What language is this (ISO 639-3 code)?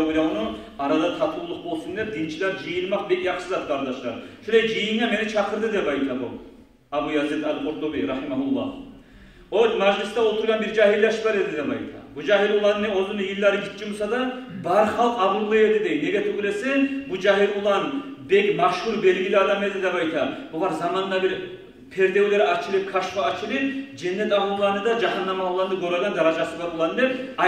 kum